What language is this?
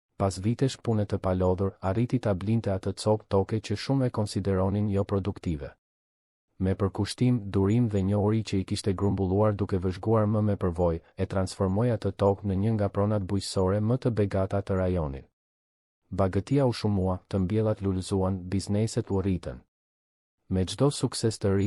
Albanian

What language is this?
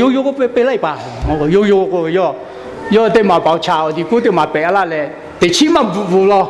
Lahu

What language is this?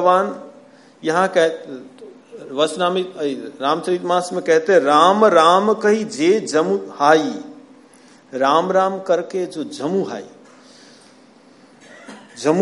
Hindi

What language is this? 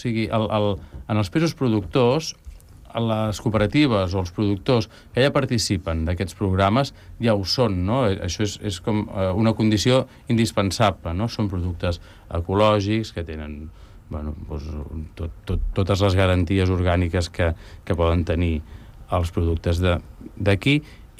Catalan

